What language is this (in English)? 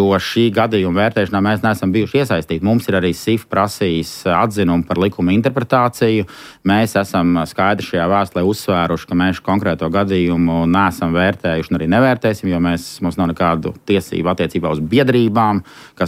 Latvian